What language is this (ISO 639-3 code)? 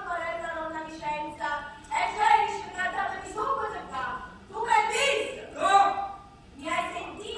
nap